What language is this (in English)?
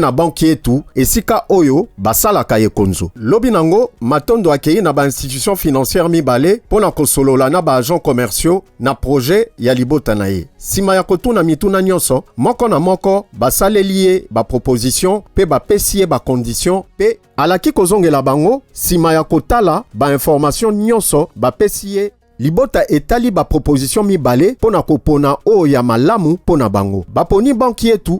Lingala